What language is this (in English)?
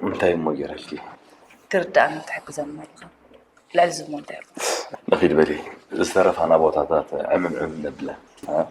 Tigrinya